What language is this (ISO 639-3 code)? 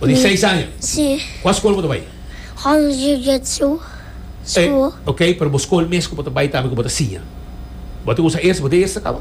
pap